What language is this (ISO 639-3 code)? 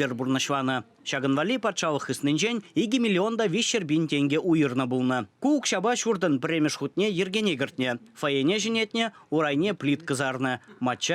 chv